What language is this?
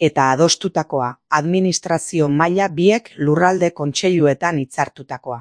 Basque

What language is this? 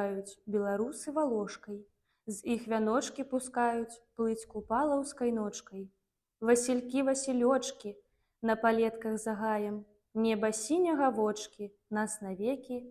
Belarusian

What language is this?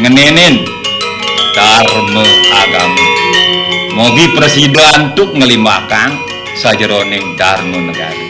Balinese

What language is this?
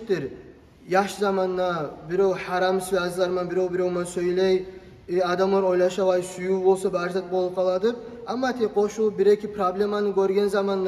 Kumyk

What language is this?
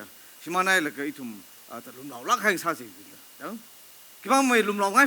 Tangkhul Naga (India)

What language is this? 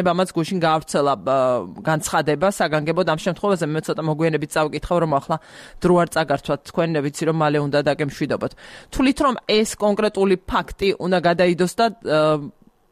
Georgian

